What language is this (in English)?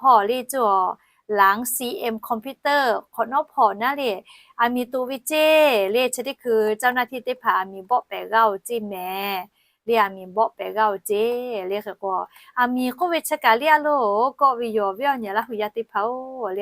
Lahu